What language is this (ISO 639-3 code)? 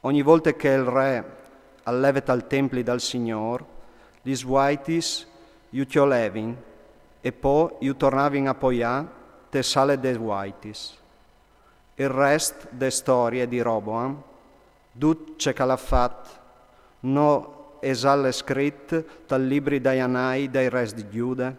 fur